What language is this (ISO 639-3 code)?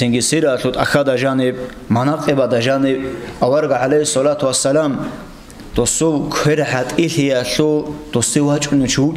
ava